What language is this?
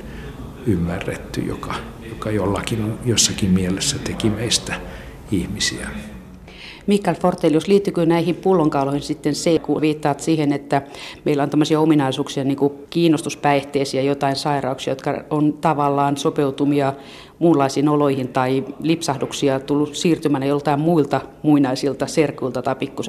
Finnish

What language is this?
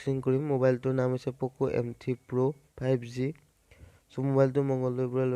Assamese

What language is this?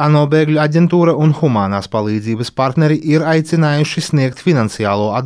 Latvian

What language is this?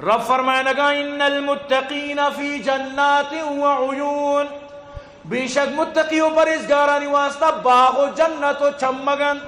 Eastern Balochi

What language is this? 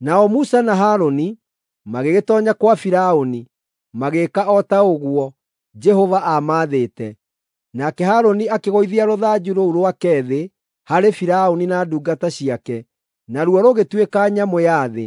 Kikuyu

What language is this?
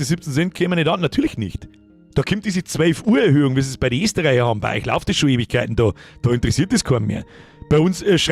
Bavarian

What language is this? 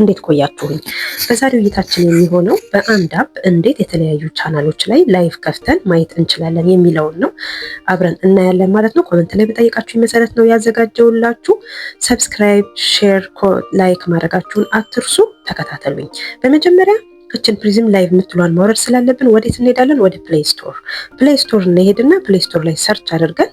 Amharic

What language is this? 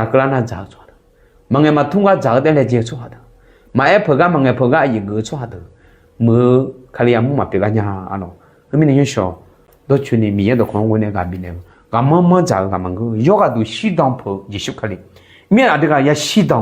Akha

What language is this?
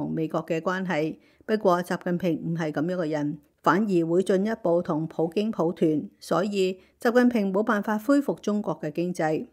Cantonese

